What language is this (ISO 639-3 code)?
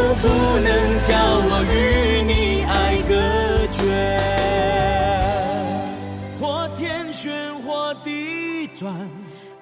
zho